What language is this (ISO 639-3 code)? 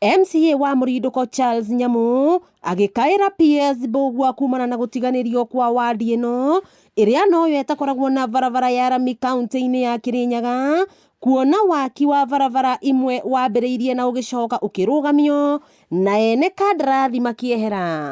kik